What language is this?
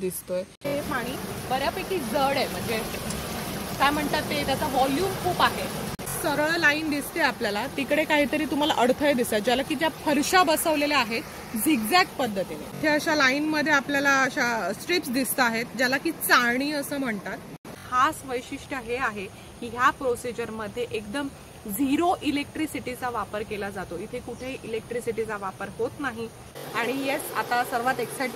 Marathi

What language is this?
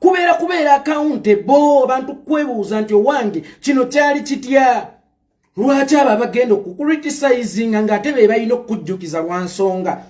Ganda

